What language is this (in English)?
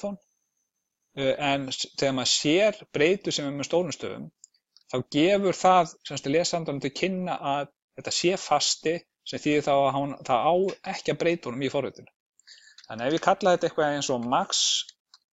Icelandic